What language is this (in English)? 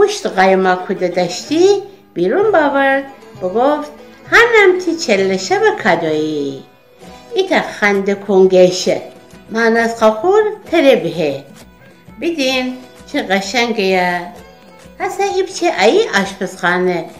Gilaki